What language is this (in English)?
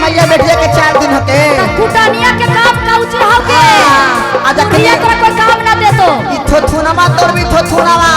Magahi